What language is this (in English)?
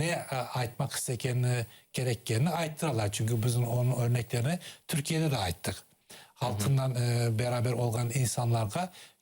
Crimean Tatar